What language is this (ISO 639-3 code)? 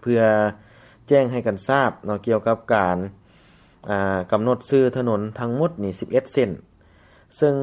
lao